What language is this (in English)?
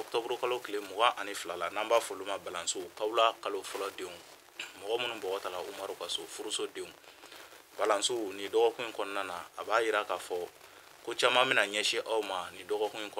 Bambara